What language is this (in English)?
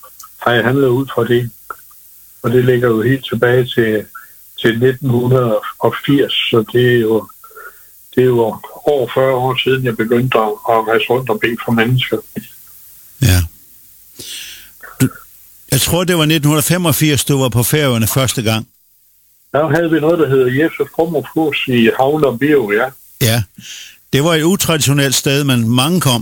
Danish